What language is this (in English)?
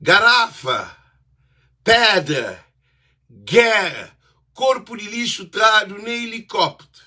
Kabuverdianu